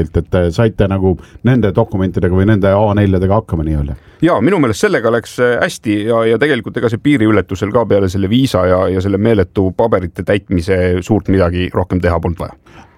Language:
Estonian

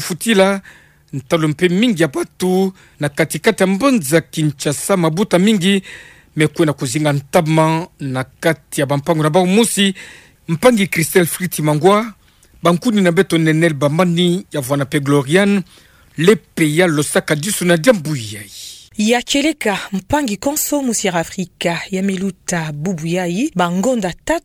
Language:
Kituba (Democratic Republic of Congo)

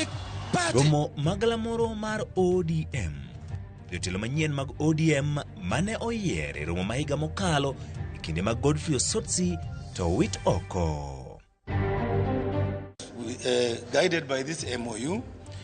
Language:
Luo (Kenya and Tanzania)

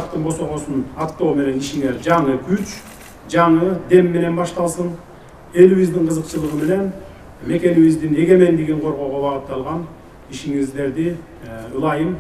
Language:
Kyrgyz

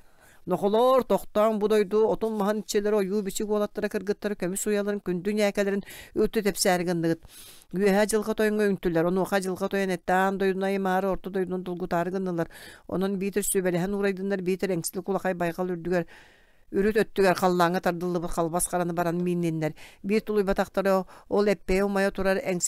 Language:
Yakut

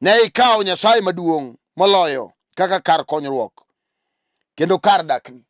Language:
Luo (Kenya and Tanzania)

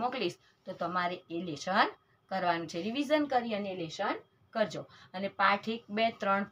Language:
Gujarati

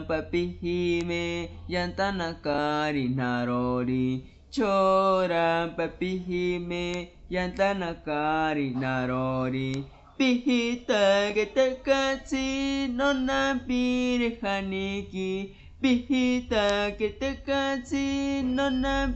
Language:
Asháninka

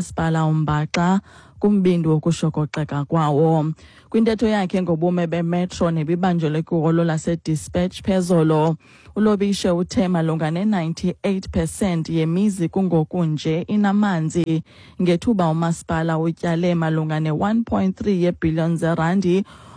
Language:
Xhosa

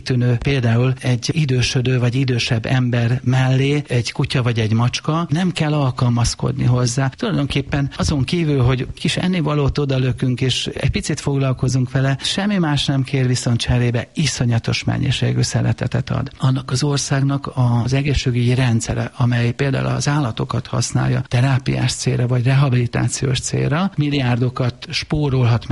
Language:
Hungarian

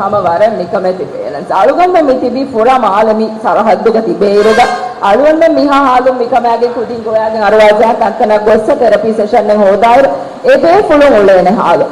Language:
Divehi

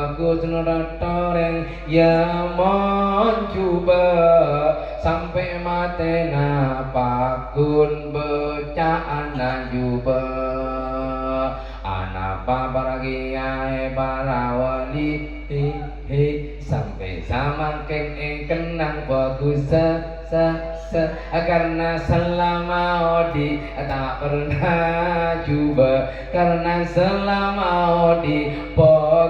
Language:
Madurese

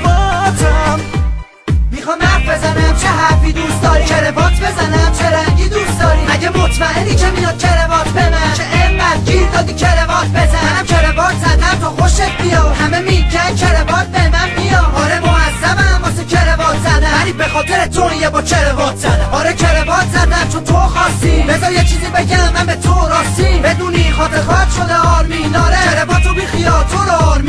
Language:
Persian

